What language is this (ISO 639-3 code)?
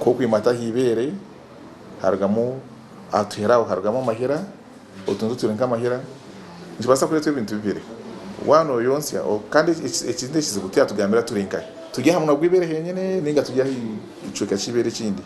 nyn